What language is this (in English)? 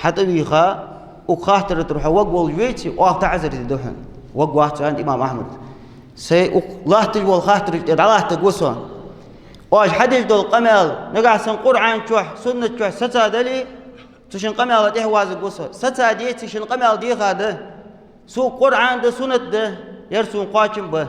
Ingush